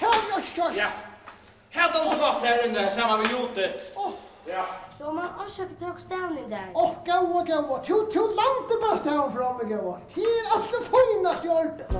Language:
Faroese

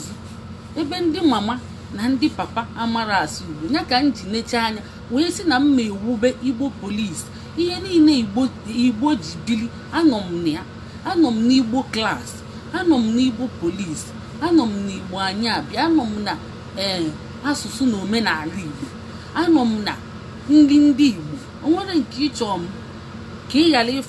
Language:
Igbo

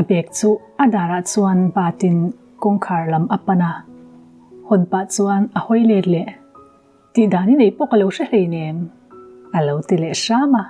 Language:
Mizo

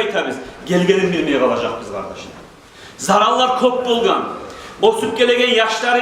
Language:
Kumyk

